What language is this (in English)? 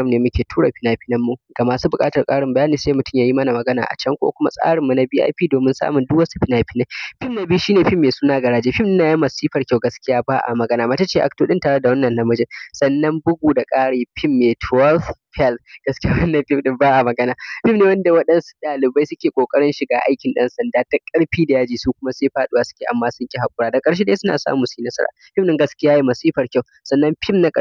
Hausa